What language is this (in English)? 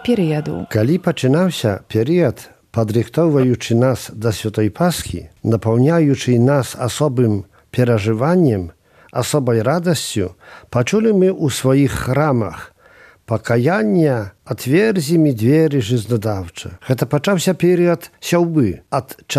Belarusian